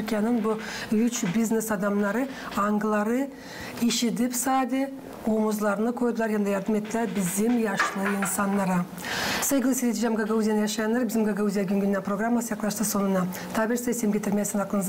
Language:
Gagauz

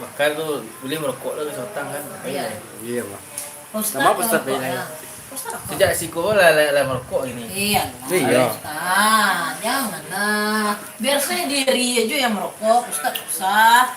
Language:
Minangkabau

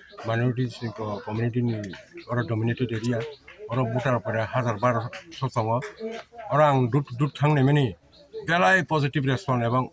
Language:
Kok Borok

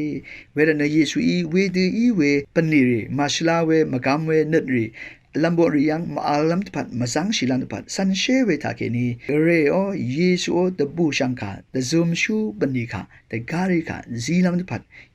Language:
Rawang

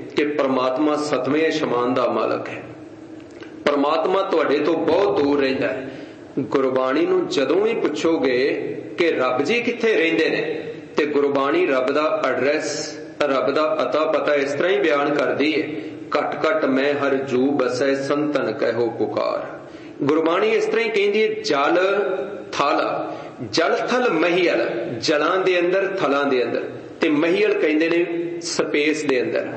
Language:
Punjabi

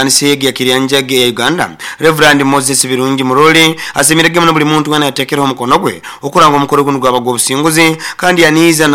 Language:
Nyoro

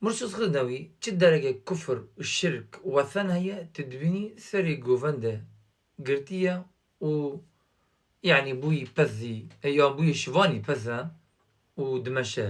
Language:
Kurdish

